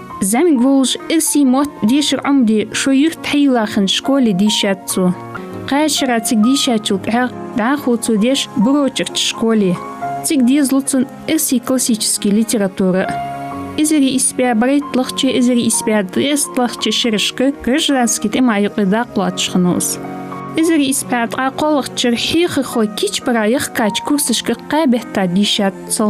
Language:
Ingush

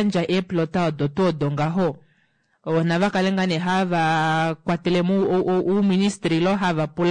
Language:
Kuanyama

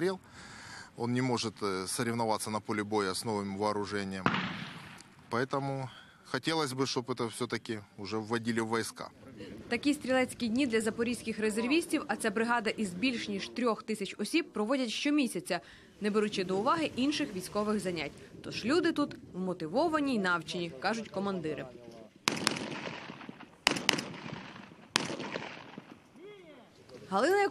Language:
Ukrainian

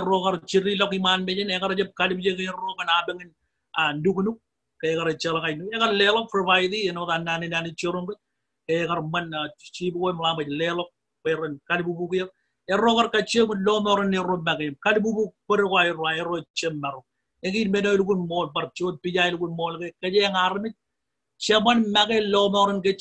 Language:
Marshallese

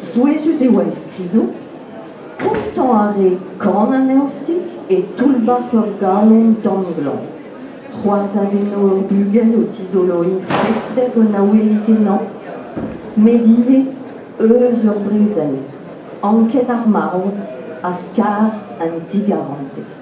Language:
Breton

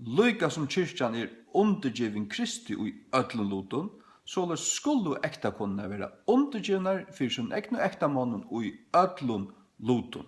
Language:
Faroese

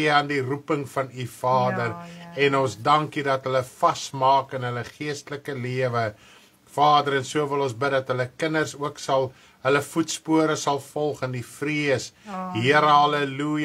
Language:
Afrikaans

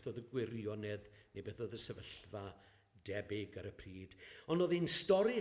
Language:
Welsh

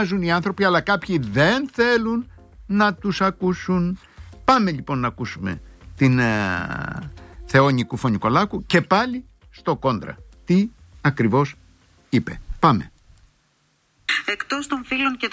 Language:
Greek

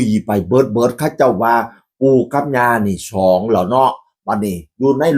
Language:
Northeastern Thai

